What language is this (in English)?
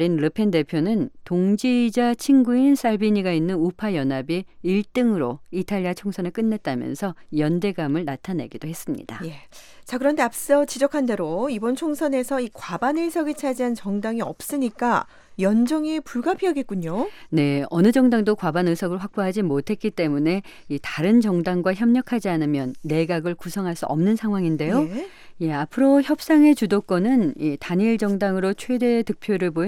Korean